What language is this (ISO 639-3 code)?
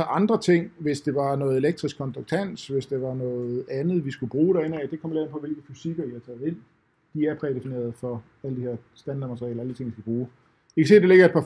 dan